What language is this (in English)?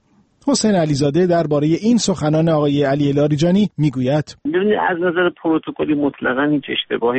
Persian